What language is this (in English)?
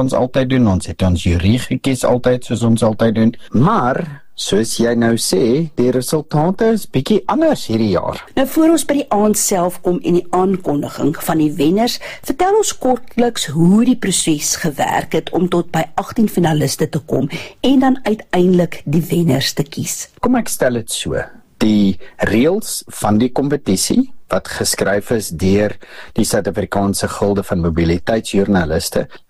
Afrikaans